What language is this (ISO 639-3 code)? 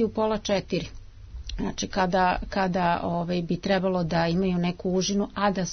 srp